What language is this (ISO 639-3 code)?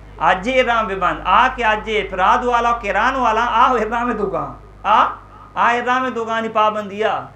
bgp